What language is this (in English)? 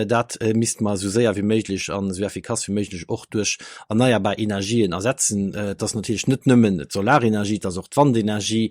Luxembourgish